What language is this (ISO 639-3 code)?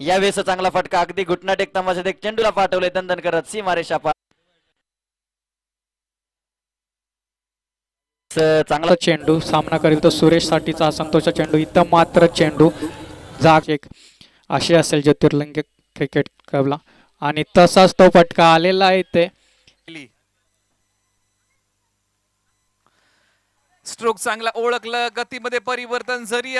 mar